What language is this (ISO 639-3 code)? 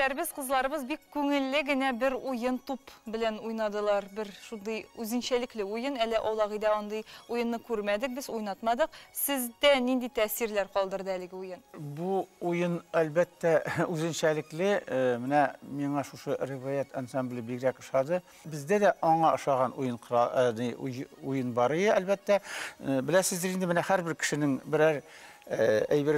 tat